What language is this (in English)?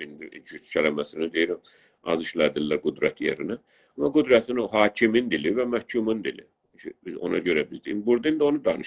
South Azerbaijani